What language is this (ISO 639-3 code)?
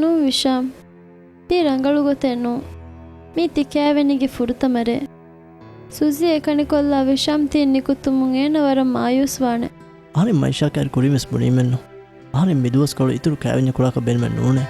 div